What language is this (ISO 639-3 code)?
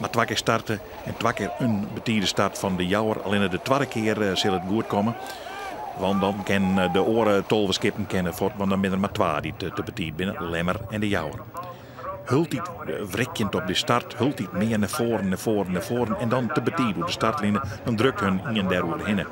fry